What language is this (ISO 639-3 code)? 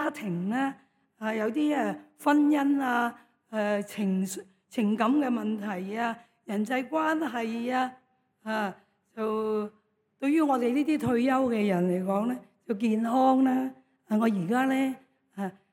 yue